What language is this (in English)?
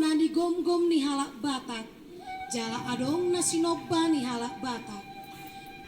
Batak Toba